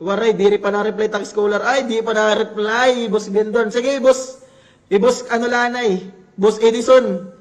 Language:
Waray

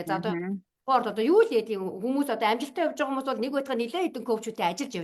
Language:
Mongolian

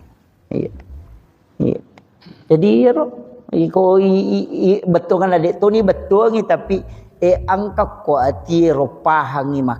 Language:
Buginese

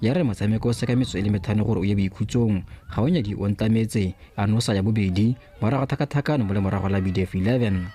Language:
Tswana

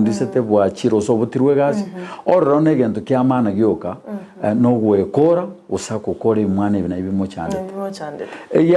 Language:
Gusii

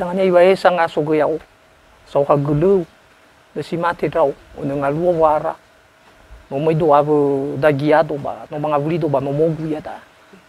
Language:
Nias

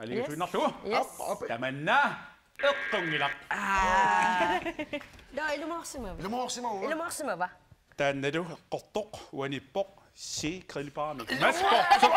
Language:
Kalaallisut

